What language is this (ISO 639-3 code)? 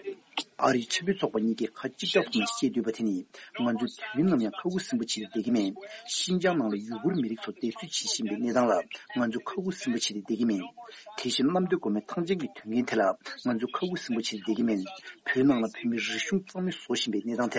bod